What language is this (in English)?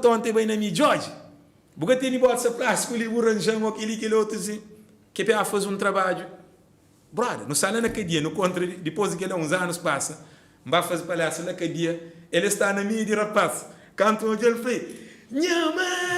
Kabuverdianu